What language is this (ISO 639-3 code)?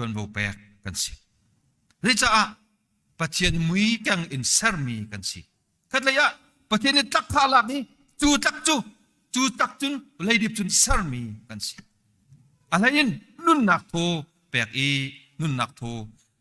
cnh